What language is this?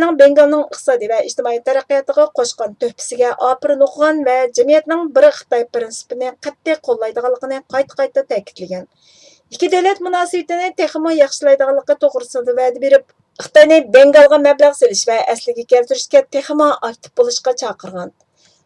Uyghur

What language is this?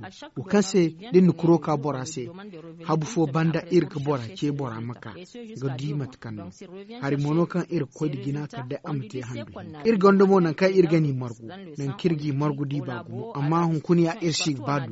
Zarma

